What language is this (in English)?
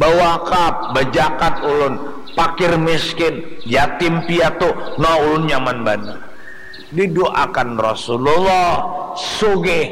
Banjar